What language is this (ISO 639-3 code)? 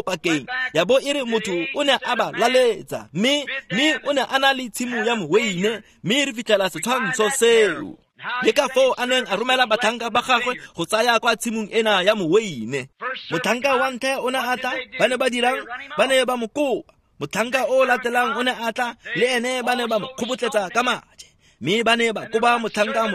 tsn